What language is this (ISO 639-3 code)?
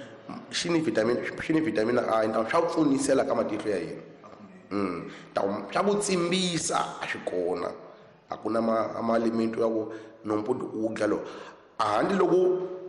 tso